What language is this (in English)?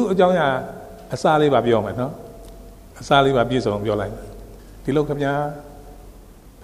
Burmese